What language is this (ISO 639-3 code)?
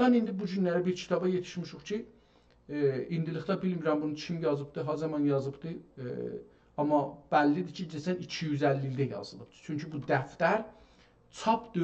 azb